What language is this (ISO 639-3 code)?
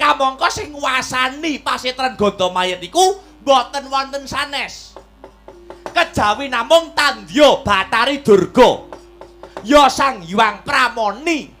jav